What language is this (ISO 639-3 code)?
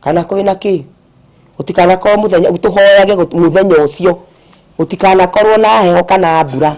kik